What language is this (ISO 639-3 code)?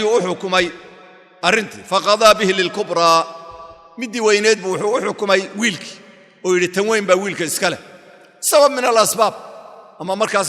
som